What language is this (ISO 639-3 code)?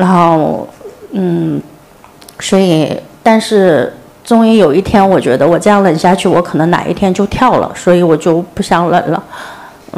zho